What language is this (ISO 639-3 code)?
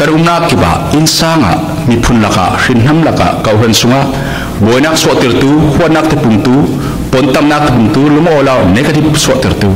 cfm